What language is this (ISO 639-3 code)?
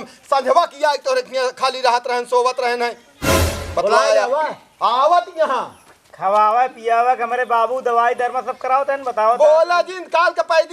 awa